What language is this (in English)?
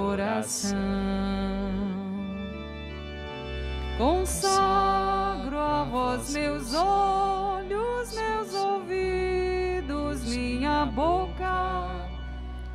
Portuguese